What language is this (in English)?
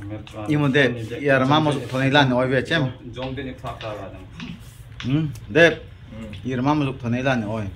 Darlong